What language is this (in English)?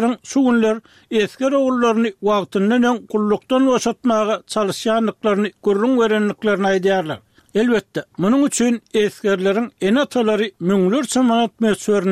Turkmen